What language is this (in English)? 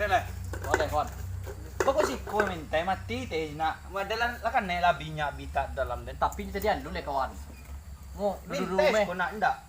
Minangkabau